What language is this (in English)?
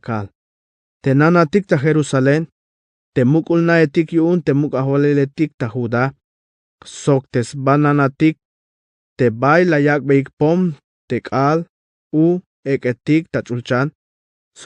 Tzeltal